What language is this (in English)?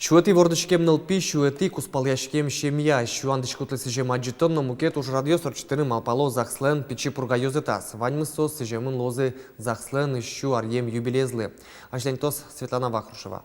Udmurt